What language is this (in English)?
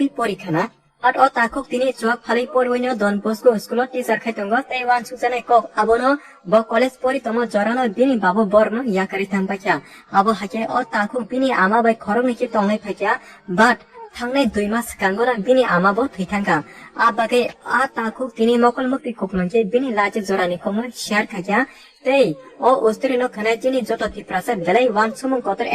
Kok Borok